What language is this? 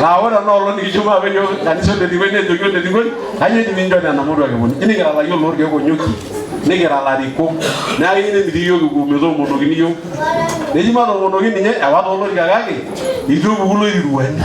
Masai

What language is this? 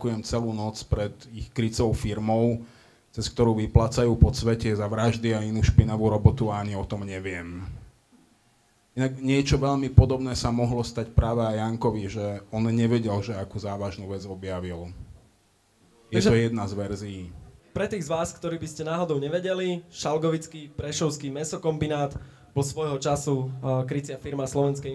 Slovak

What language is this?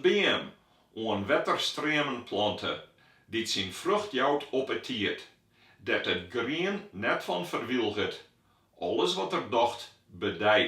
Western Frisian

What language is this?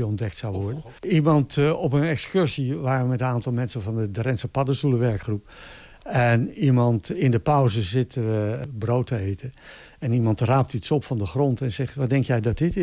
Dutch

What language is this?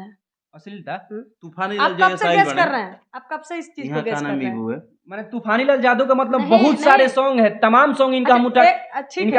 Bhojpuri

